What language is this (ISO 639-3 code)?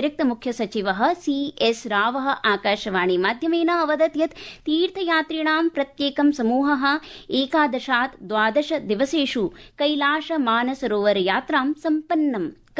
san